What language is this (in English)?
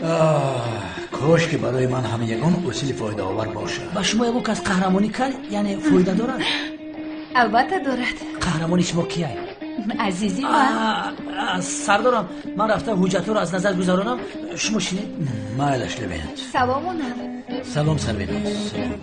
Tajik